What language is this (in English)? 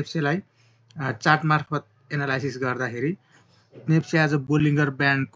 Nepali